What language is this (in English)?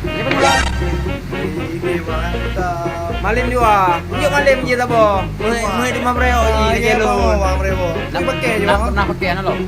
Achinese